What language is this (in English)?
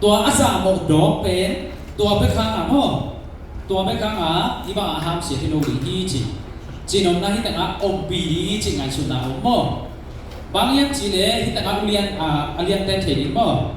Tedim Chin